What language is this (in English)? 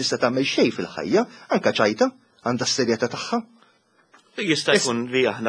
Maltese